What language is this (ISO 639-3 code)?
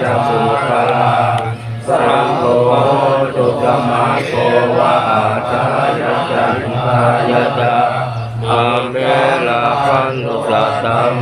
pli